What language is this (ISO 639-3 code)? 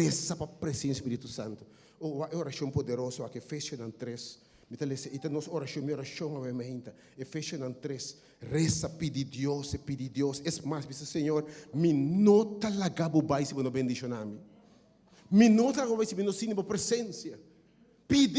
pap